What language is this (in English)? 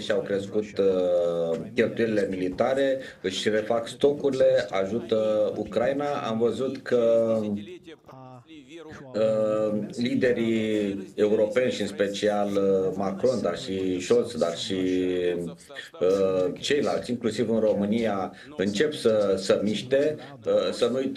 Romanian